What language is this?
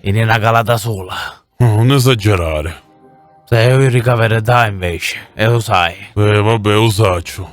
Sicilian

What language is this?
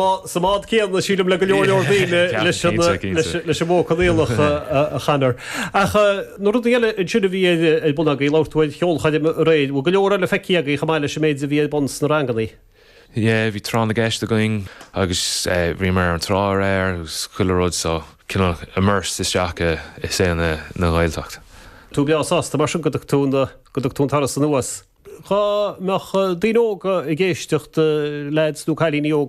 Irish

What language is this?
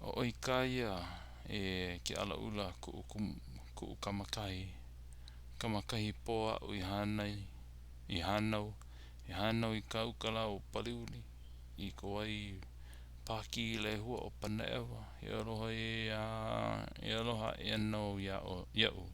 Hawaiian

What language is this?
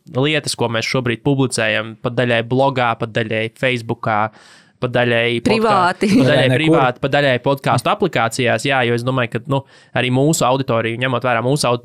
Latvian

